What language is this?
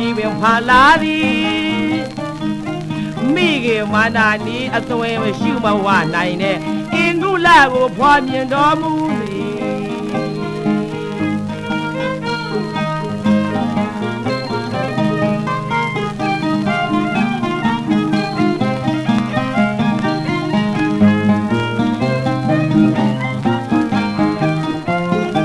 Burmese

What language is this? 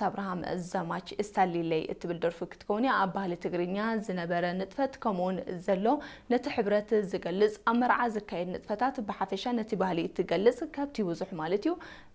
Tigrinya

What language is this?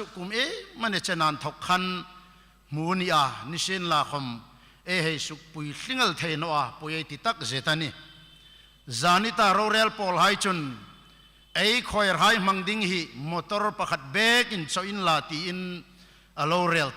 Hmar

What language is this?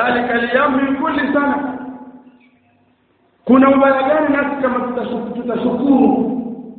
Swahili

